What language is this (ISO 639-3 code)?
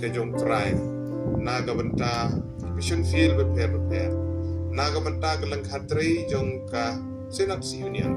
kha